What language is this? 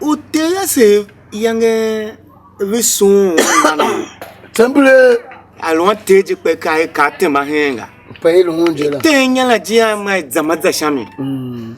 Tiv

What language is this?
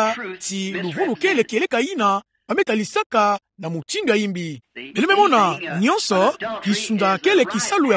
Kituba (Democratic Republic of Congo)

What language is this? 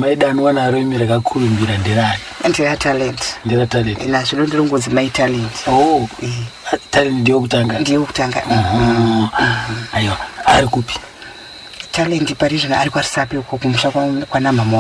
Shona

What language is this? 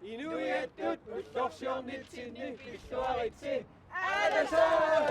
Kalaallisut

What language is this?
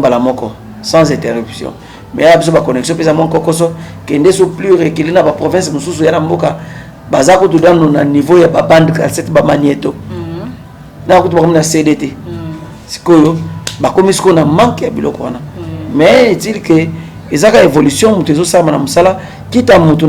Lingala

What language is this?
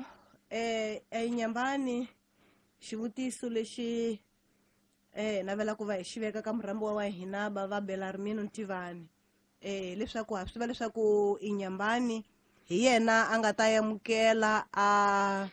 Tsonga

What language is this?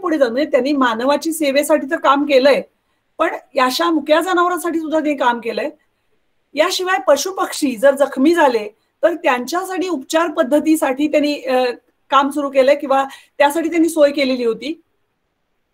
Marathi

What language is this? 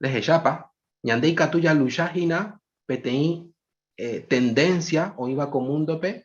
Guarani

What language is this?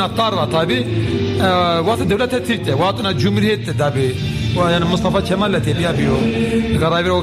Zaza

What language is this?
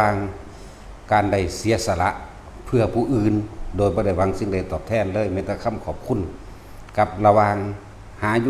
Lao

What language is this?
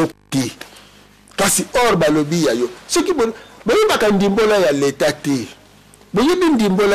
Lingala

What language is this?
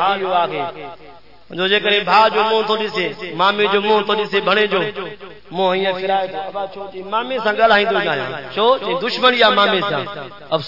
Saraiki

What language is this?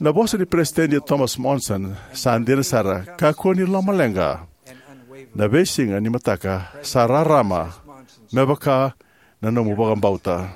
Fijian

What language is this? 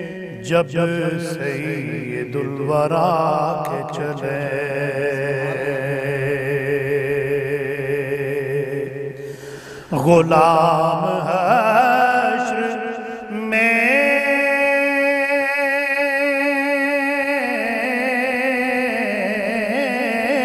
Urdu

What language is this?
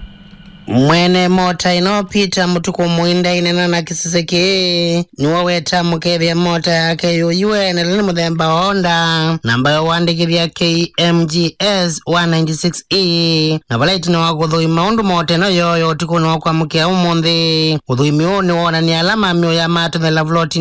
Kamba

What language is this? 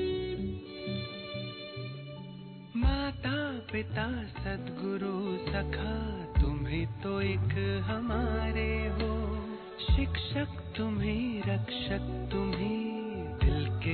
Hindi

